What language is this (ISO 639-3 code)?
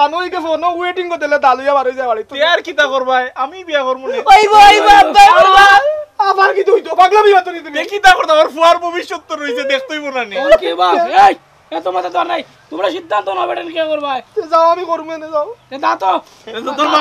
ben